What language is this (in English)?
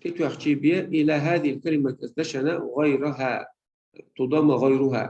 Chechen